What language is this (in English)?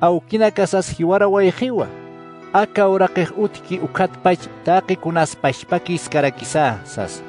Aymara